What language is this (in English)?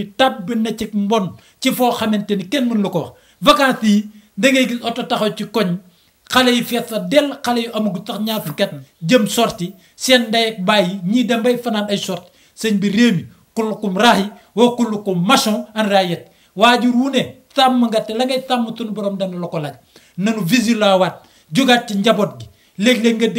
Wolof